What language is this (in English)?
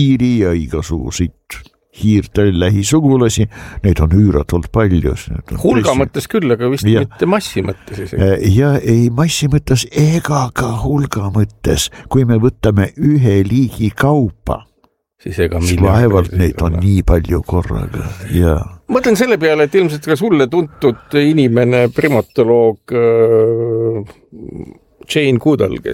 Estonian